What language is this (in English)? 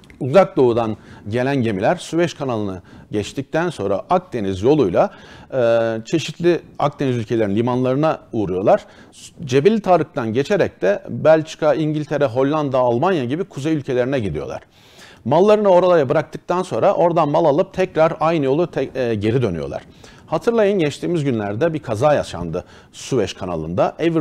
Turkish